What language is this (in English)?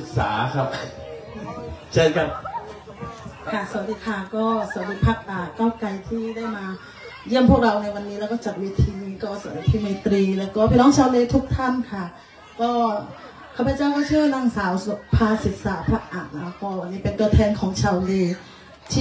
Thai